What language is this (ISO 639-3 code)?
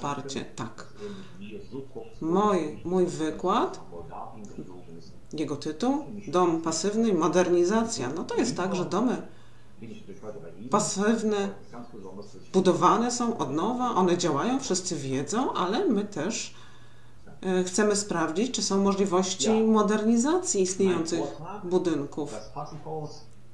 pol